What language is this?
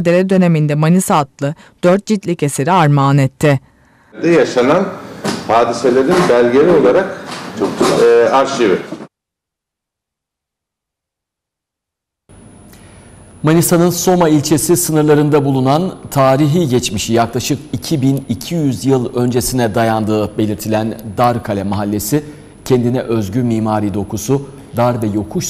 Turkish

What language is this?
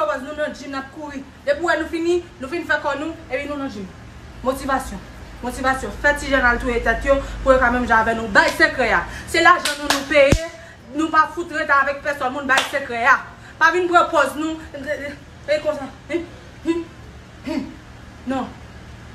Haitian Creole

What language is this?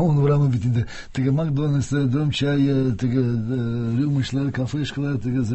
Tatar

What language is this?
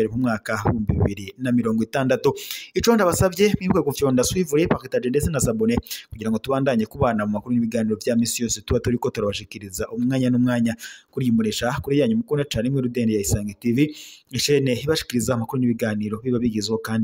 Rundi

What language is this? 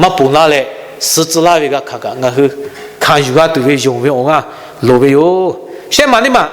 Lahu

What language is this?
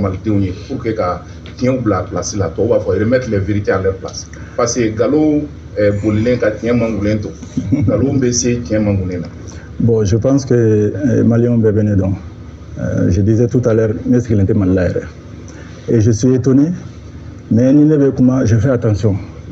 Bambara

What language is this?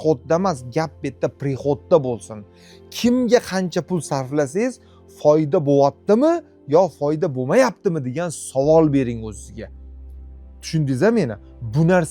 Uzbek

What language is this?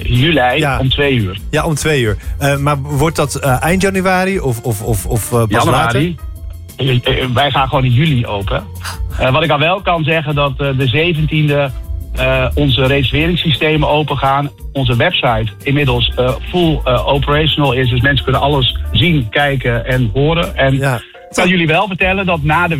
Dutch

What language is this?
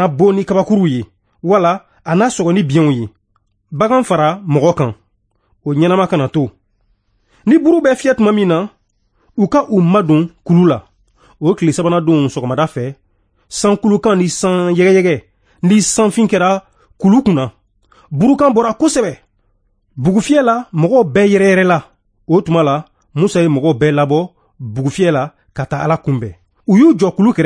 Bambara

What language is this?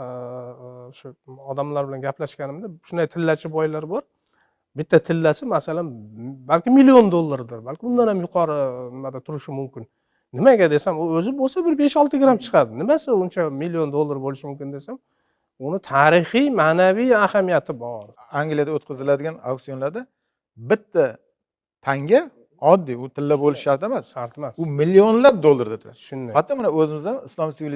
Uzbek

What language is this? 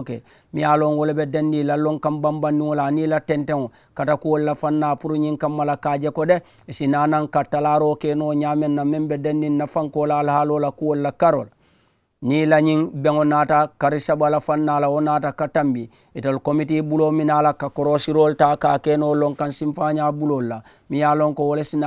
Mandingo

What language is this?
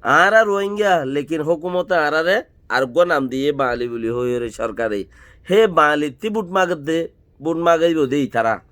Rohingya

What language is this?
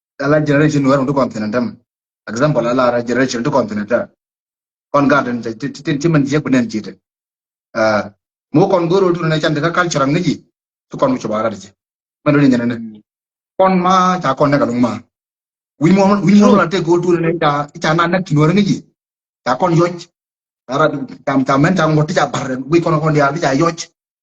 Nuer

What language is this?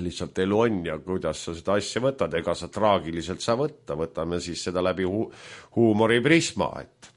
Estonian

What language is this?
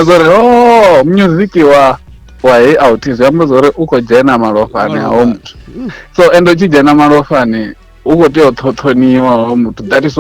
Venda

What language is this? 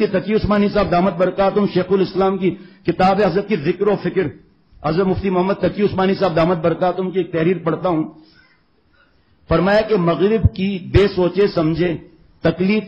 Urdu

